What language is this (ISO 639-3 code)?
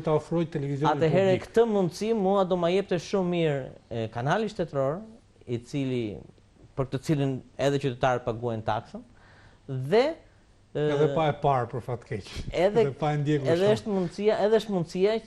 sqi